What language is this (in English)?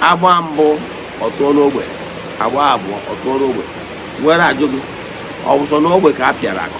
Igbo